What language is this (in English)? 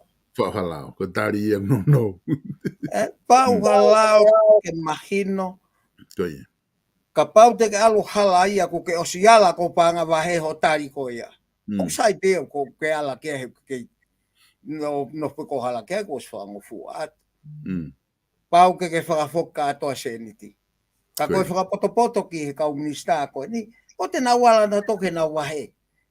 Tongan